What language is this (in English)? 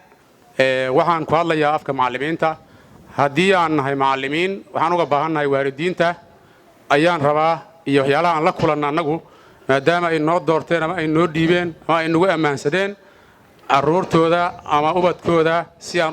Somali